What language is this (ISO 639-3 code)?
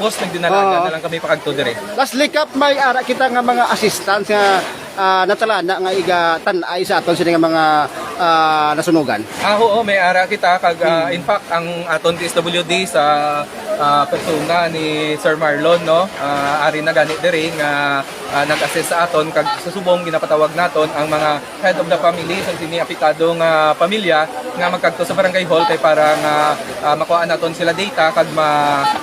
hil